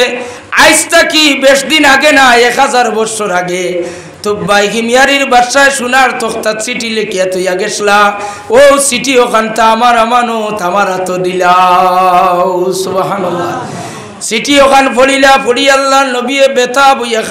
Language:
Sylheti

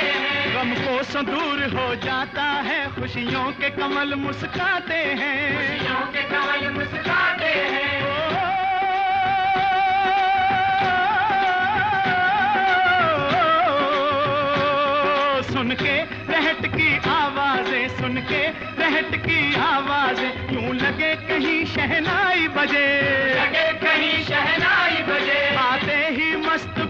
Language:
Hindi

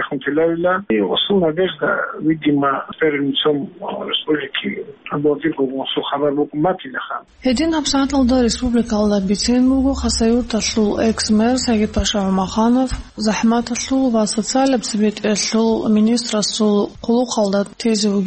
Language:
Avaric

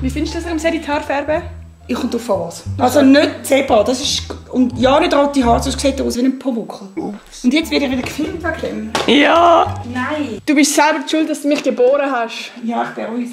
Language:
Swiss German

